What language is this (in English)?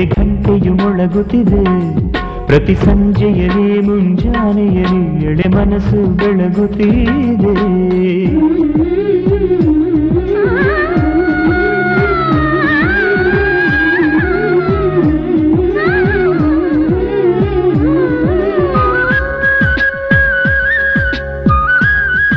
Kannada